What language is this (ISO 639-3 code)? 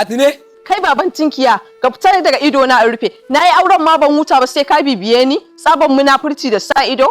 hau